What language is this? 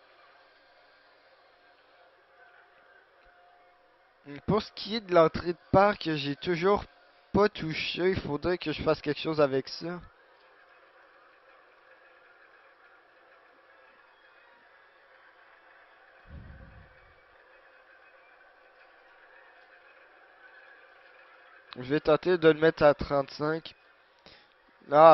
French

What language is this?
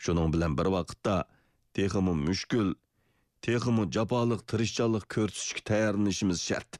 Uyghur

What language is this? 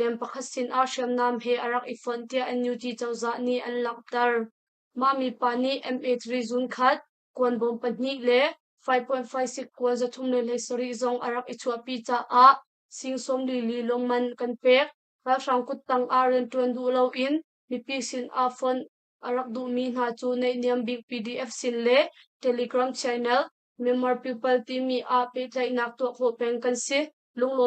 Hakha Chin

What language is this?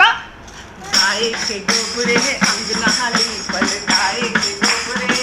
Maithili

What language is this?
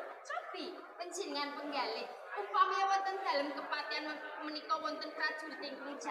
Javanese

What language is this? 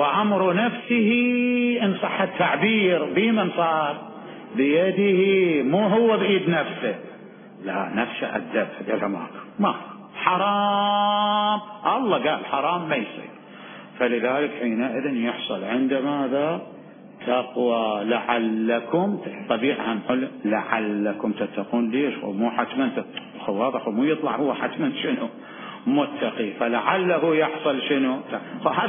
Mesopotamian Arabic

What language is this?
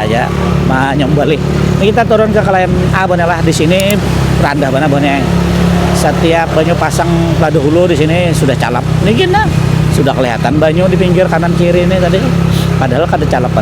Banjar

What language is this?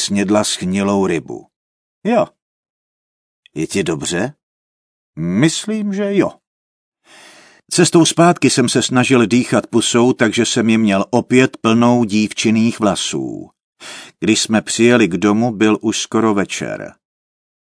Czech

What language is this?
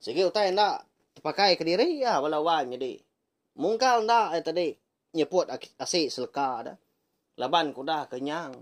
Iban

